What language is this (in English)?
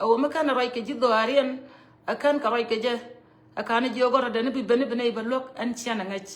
Nuer